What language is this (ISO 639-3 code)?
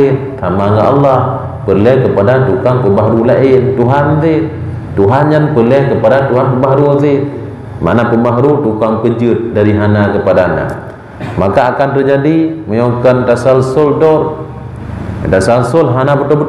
ace